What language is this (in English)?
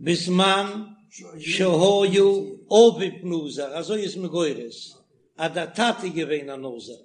Yiddish